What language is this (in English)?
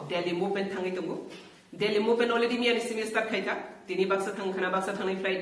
Kok Borok